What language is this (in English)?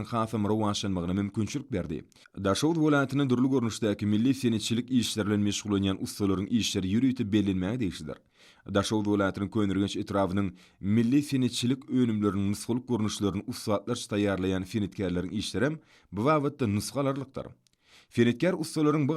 Turkmen